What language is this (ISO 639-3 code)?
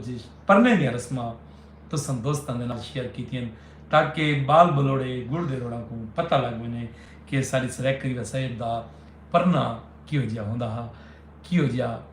skr